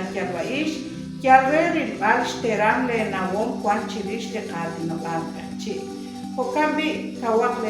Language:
Kekchí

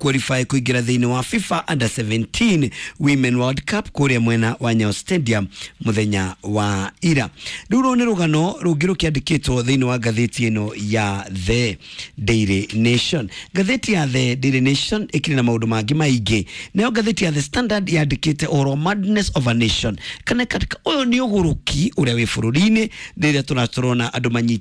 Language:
Kikuyu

